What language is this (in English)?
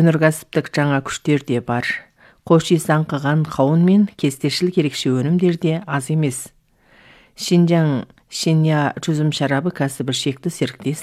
Kazakh